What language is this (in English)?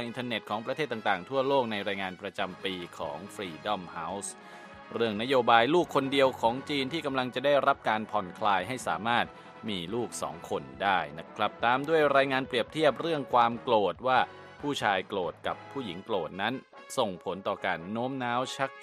Thai